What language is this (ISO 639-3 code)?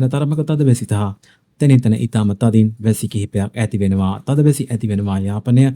sin